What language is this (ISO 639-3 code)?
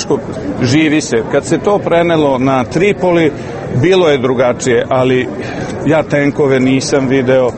srp